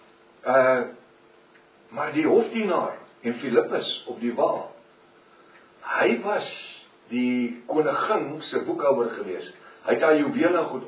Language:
Afrikaans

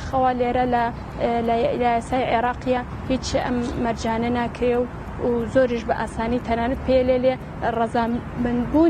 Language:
Central Kurdish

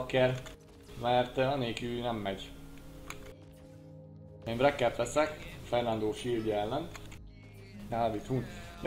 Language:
Hungarian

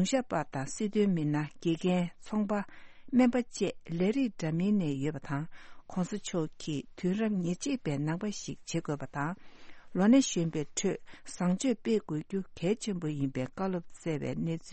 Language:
Tibetan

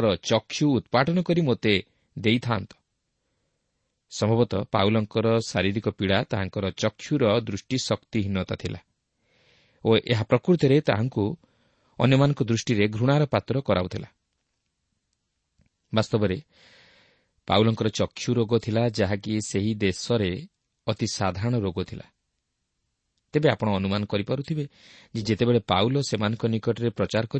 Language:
Odia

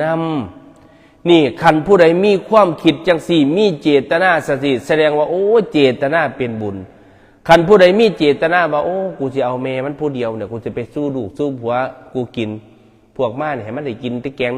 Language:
Northeastern Thai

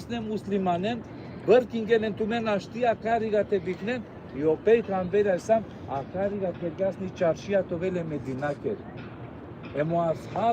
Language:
Balkan Romani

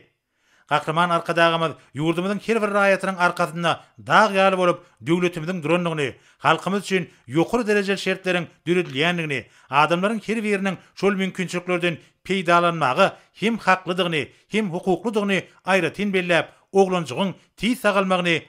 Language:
Turkmen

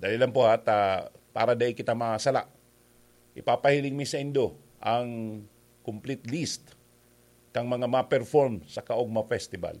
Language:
Bikol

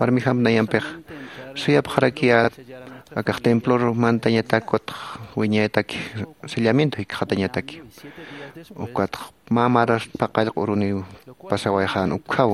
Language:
Aymara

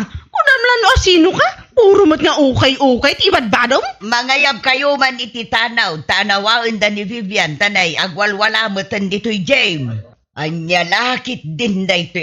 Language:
Iloko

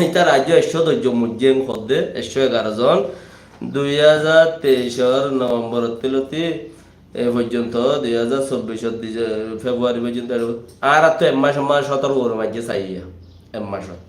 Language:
Rohingya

